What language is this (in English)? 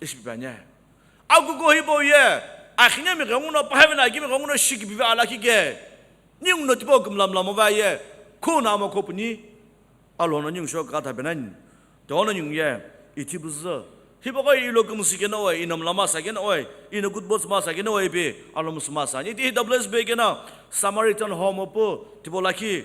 Sumi Naga